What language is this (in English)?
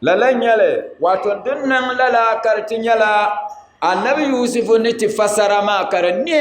Dagbani